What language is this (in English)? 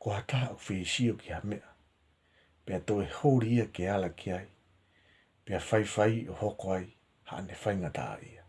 Tongan